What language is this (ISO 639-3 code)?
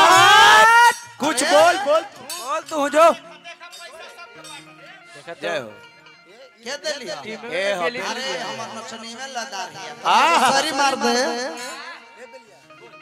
bho